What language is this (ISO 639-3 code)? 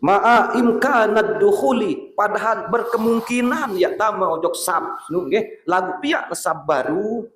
sas